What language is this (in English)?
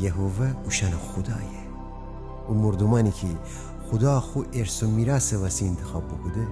Gilaki